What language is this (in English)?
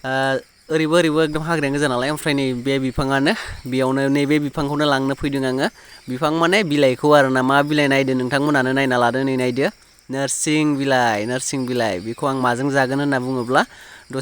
Bodo